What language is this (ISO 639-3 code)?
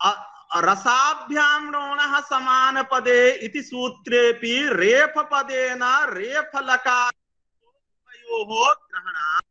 san